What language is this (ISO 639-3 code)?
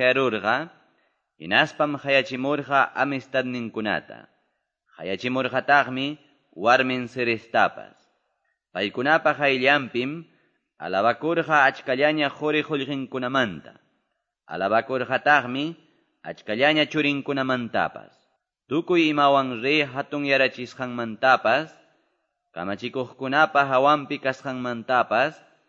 que